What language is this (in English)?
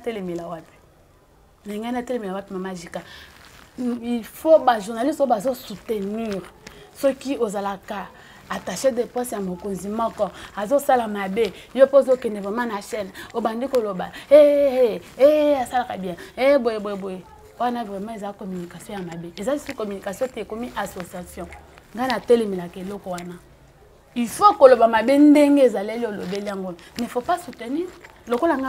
Lingala